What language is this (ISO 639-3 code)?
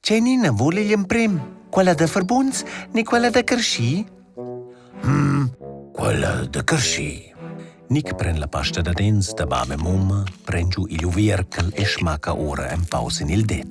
roh